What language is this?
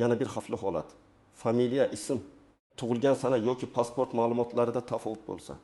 Uzbek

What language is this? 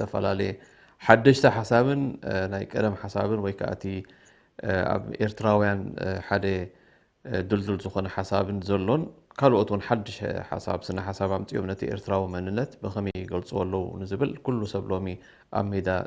Tigrinya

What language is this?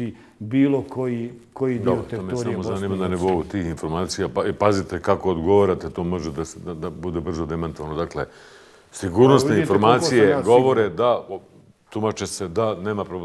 Bosnian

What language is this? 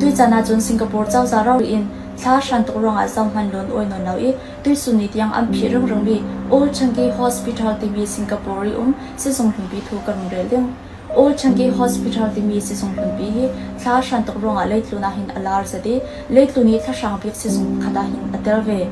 Falam Chin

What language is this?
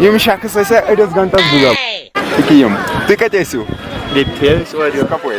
Kashmiri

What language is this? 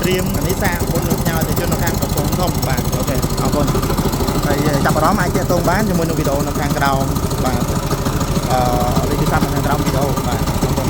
Khmer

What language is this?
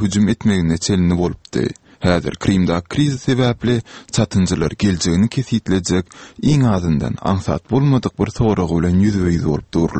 Turkmen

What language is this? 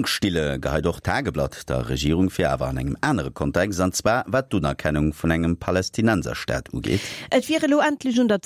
Luxembourgish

